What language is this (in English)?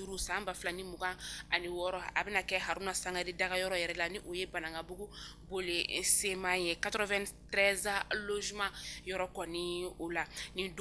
Bambara